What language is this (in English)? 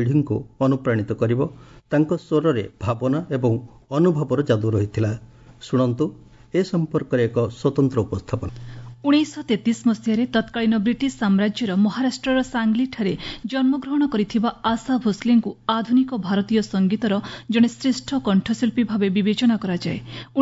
Odia